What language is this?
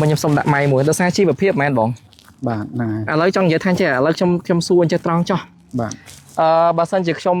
Khmer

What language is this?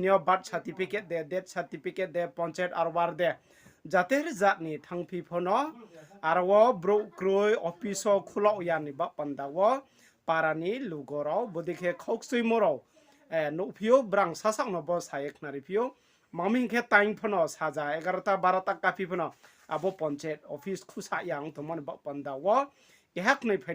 Riang (India)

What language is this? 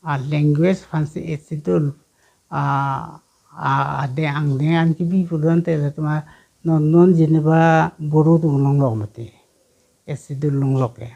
Karbi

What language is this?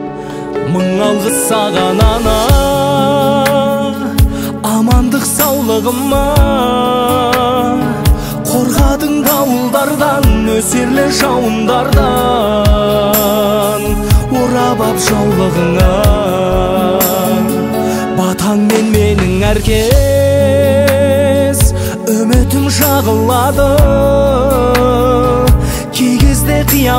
Kazakh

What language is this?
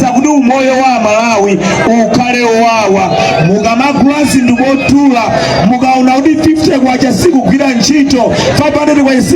Nyanja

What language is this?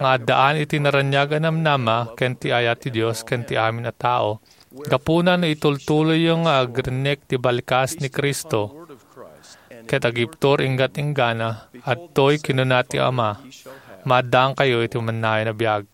Iloko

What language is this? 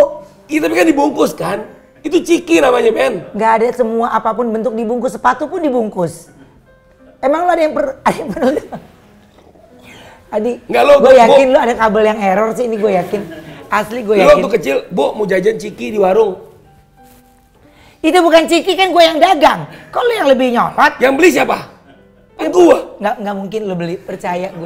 Indonesian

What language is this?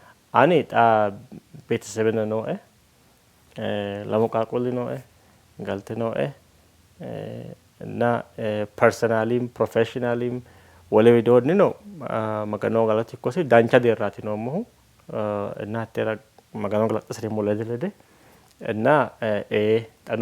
Sidamo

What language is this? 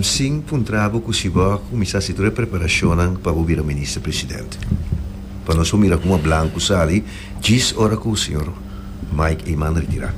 Papiamento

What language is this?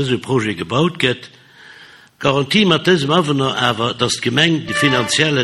Luxembourgish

